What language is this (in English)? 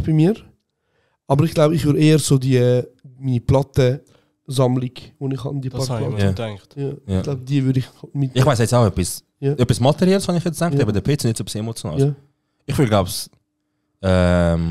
Swiss German